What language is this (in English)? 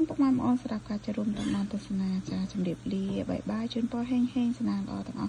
Khmer